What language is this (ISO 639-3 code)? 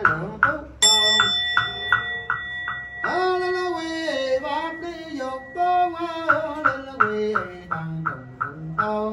vie